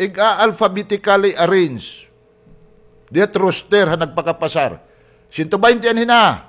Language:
Waray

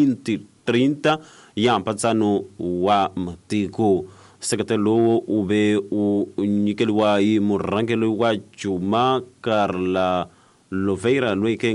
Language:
Tsonga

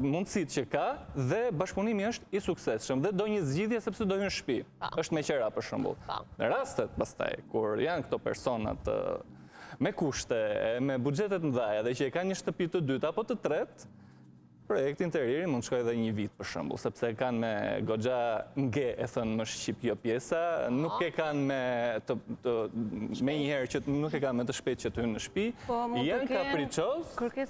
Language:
Albanian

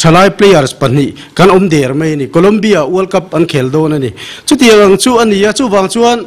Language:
Mizo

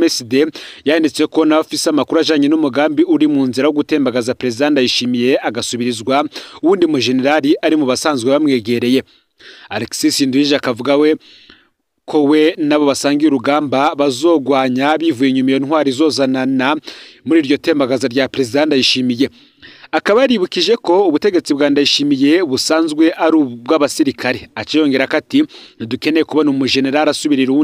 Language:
Rundi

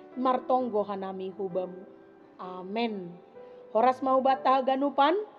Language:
Batak Simalungun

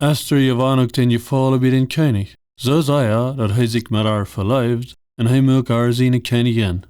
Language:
Plautdietsch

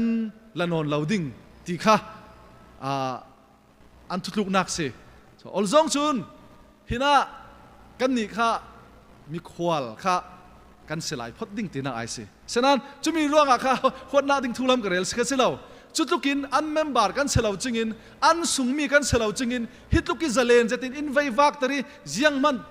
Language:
Falam Chin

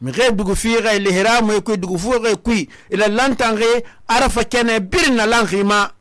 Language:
Susu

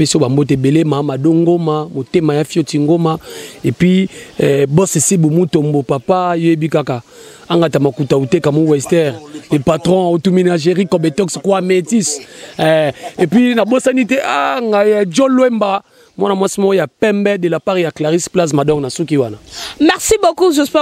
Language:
Lingala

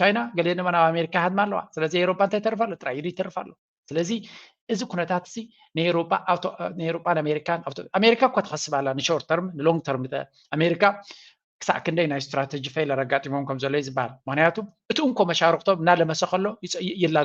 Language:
Tigrinya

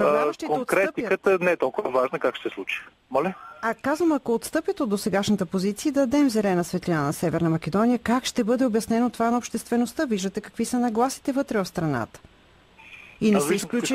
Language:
Bulgarian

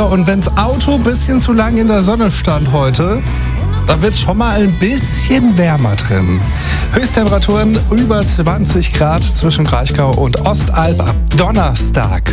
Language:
German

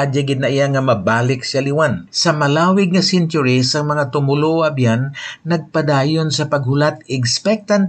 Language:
Hiligaynon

